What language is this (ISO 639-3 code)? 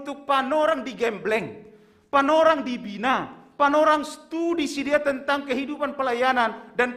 bts